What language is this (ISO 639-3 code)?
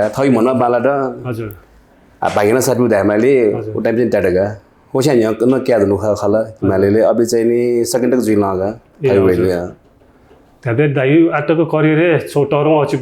new